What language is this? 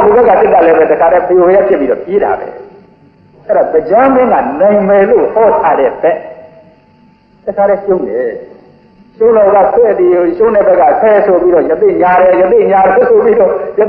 Burmese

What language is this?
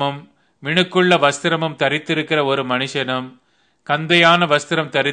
Tamil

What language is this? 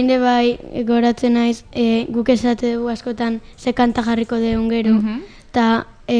Basque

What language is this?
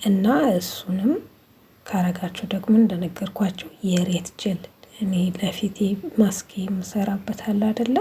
Amharic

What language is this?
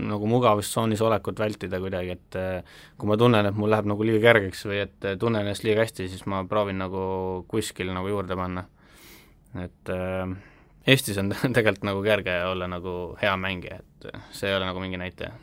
Estonian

